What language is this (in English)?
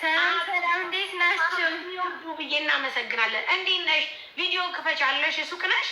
Amharic